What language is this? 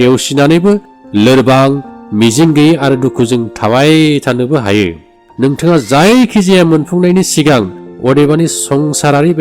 Bodo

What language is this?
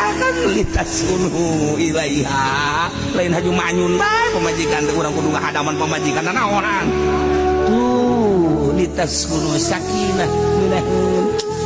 Sundanese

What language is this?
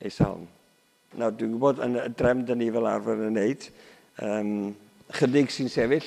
Welsh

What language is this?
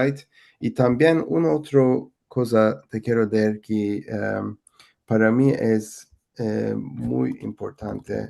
Ladino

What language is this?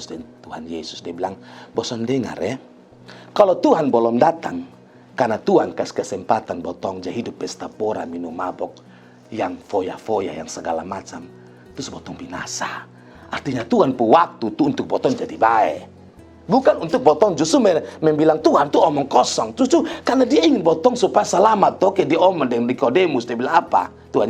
Kupang Malay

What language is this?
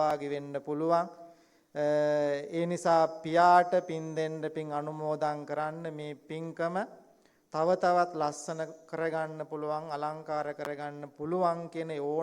Sinhala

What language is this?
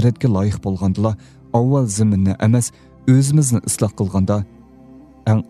Uyghur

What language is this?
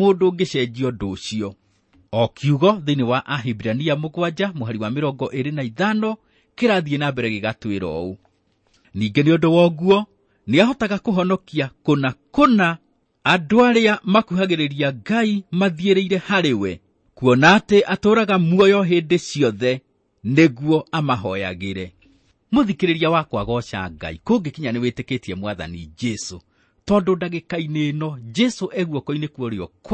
Kikuyu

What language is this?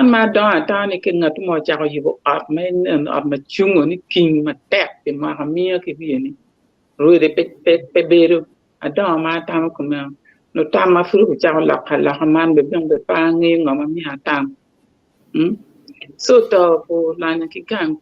Acoli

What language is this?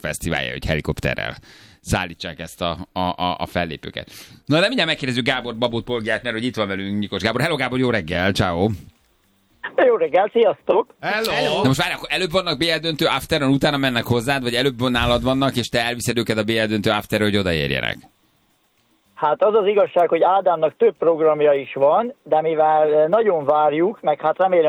Hungarian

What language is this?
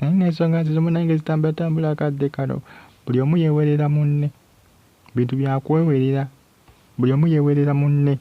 Ganda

